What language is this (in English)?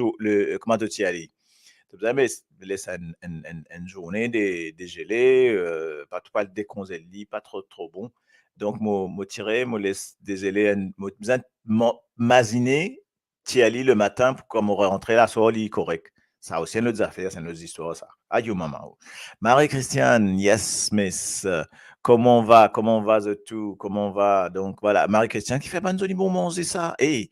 Morisyen